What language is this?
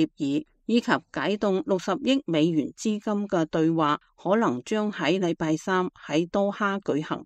Cantonese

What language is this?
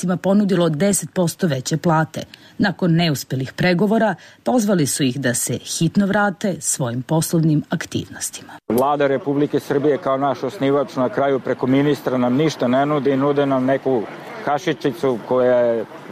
Serbian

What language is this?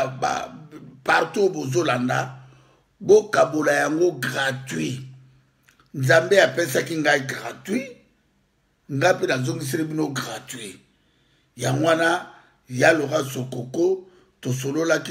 Lingala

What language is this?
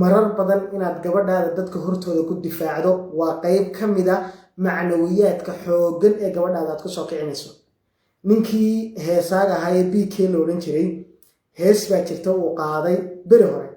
Somali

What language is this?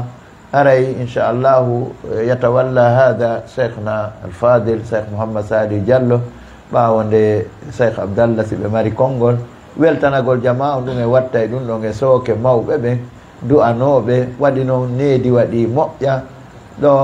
Fula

